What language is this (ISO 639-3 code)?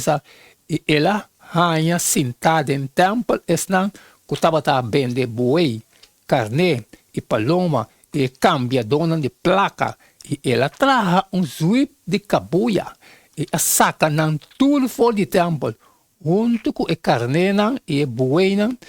pap